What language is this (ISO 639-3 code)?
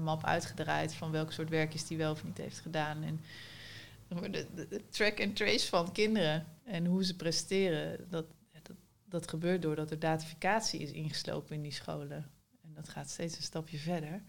nld